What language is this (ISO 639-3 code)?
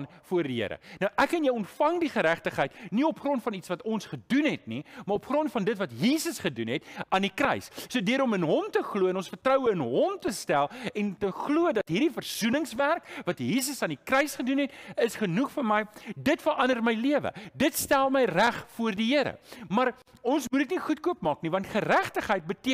afr